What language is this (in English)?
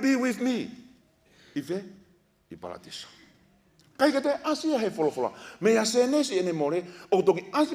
Tongan